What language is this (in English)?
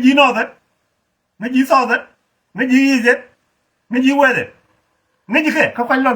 Nuer